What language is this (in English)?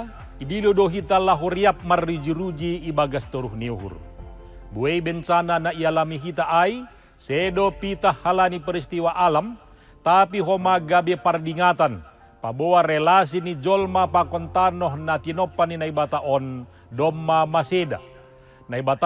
Batak Simalungun